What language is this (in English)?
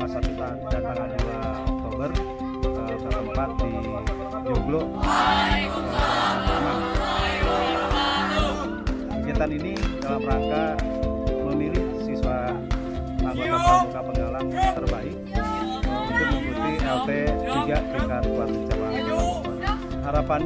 Indonesian